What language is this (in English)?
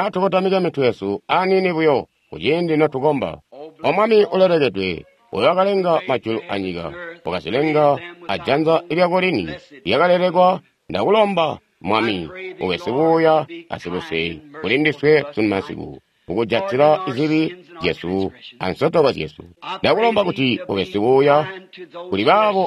Tonga (Zambia)